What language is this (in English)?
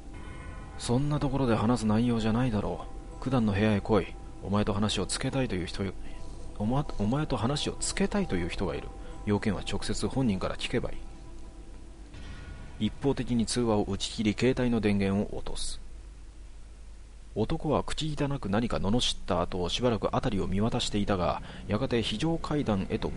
Japanese